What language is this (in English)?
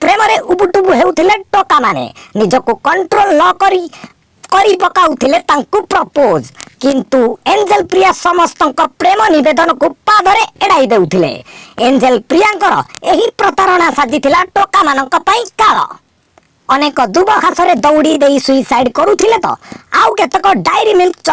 Odia